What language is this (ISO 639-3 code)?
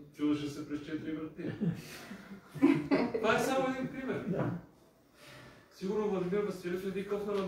bul